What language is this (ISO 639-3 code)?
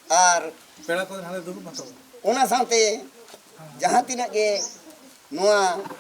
sat